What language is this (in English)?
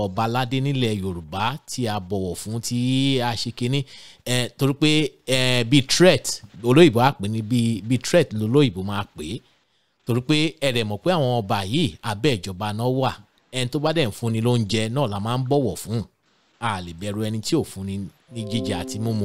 Yoruba